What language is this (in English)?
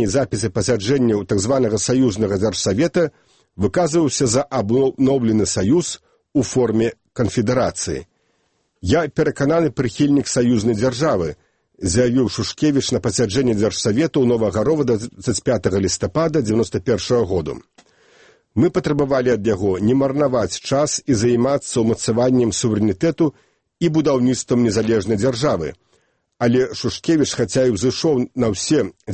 Belarusian